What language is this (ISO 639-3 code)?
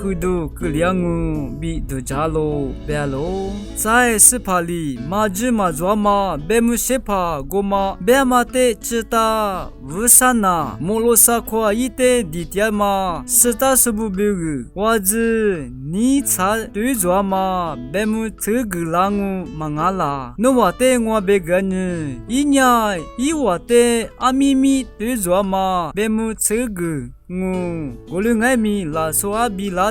lis